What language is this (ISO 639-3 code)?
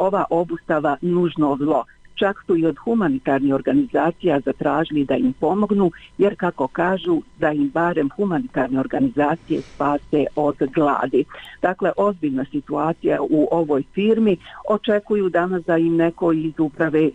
bos